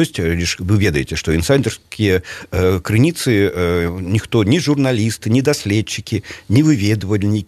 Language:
Belarusian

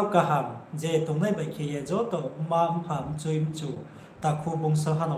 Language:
Riang (India)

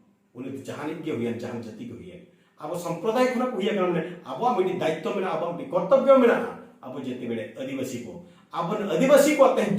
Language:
Santali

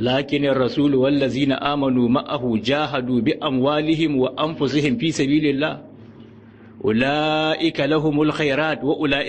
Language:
Hausa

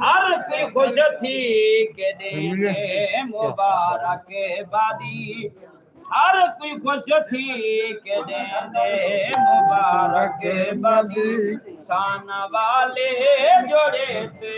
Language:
Saraiki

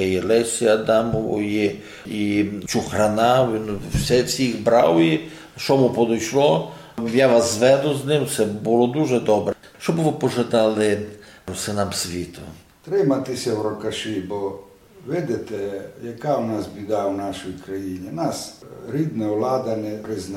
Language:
Rusyn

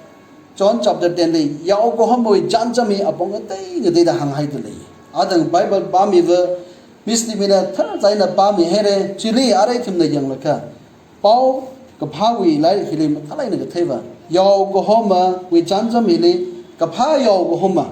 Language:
Tangkhul Naga (India)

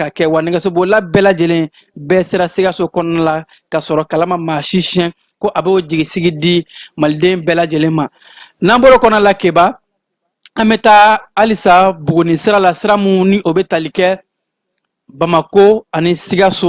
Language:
Bambara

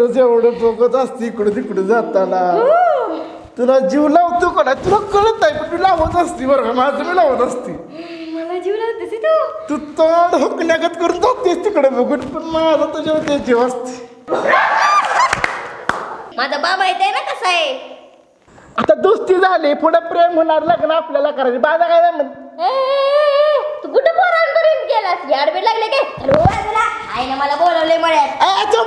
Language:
Marathi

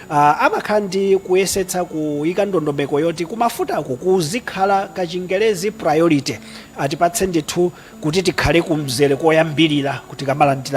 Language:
Nyanja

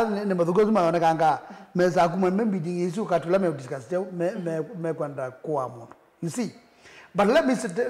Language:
Kamba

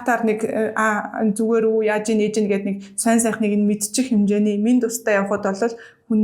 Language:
Mongolian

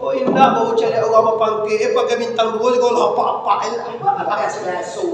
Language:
Minangkabau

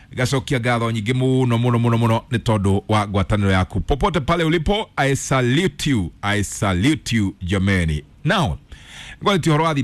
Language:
Kikuyu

